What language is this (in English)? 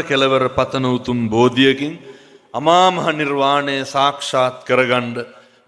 Sinhala